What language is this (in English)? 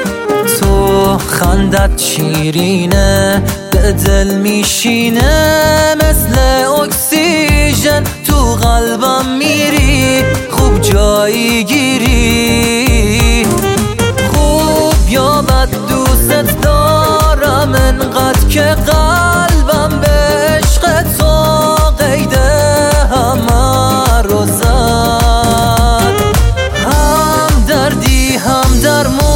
Persian